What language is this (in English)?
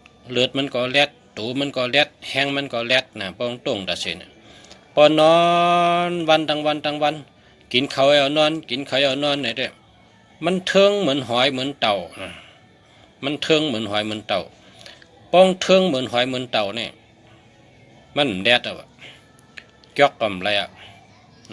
Shan